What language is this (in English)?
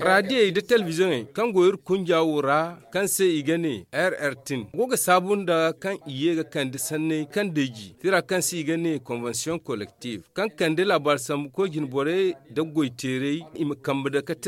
Zarma